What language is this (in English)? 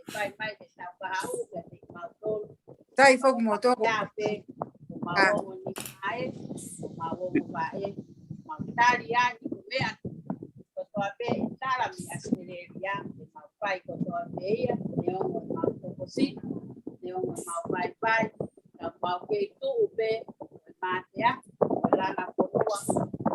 Tongan